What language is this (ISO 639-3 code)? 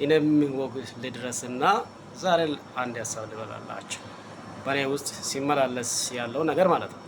amh